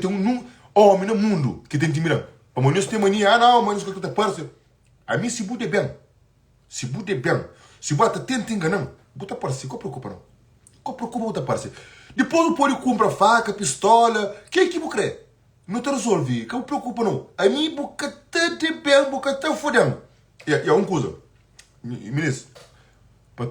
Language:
Kabuverdianu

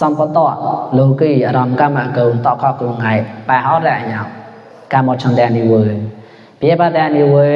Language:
Mon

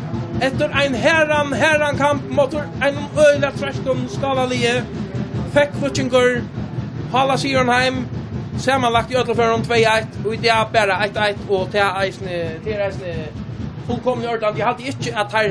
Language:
Faroese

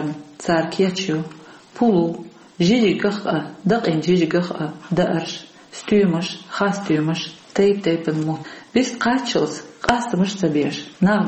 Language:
Chechen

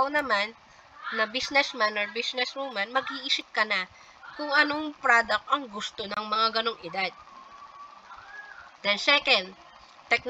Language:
Filipino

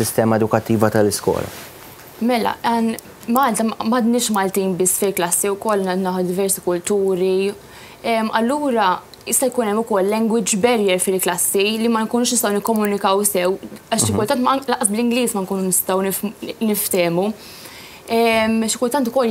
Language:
Maltese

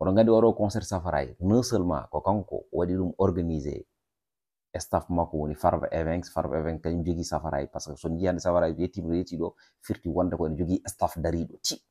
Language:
Fula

